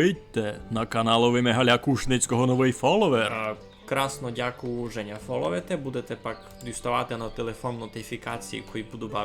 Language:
Rusyn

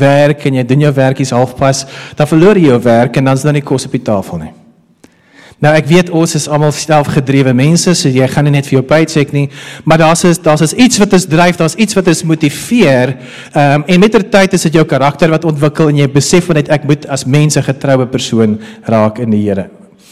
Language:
Afrikaans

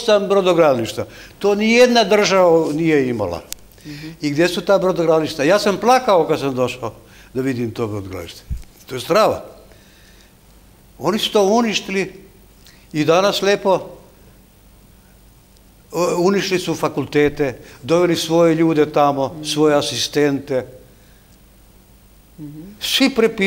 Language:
Serbian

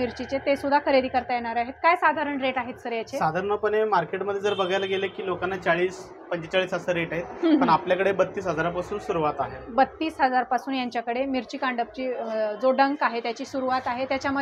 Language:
Marathi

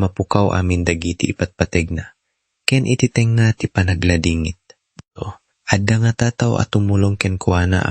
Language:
Iloko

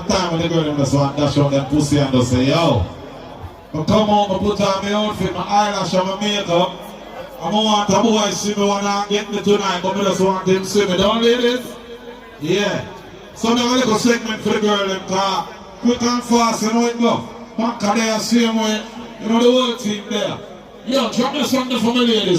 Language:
Jamaican Creole English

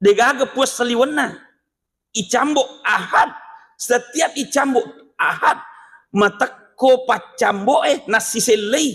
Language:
Buginese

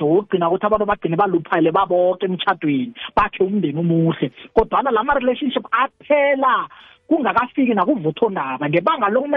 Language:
South Ndebele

